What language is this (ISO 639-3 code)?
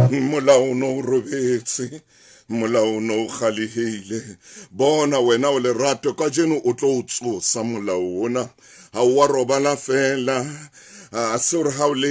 sot